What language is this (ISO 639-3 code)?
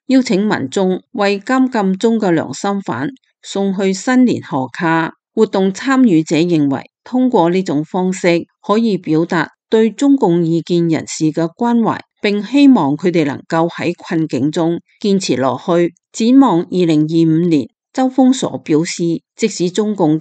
yue